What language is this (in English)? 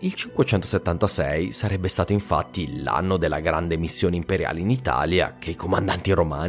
Italian